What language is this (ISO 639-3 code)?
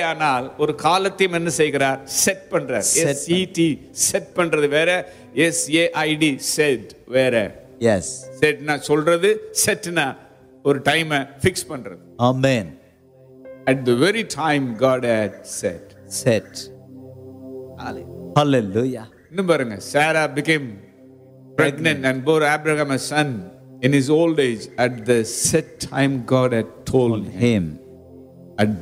tam